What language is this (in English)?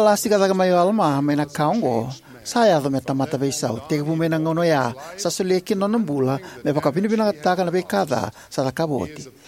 Fijian